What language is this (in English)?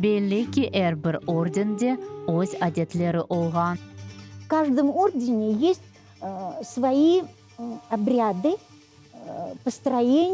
Crimean Tatar